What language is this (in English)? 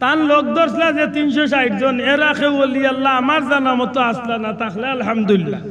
Sylheti